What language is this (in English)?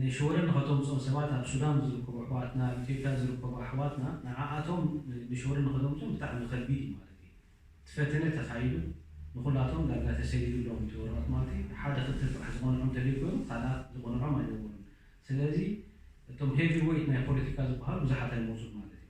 Tigrinya